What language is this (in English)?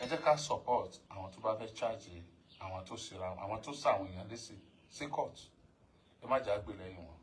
Yoruba